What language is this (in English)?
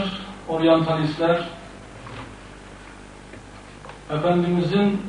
Turkish